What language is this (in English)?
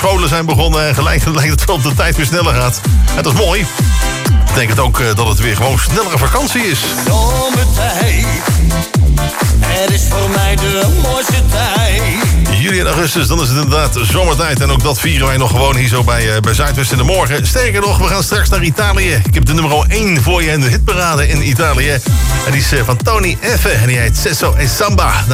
Dutch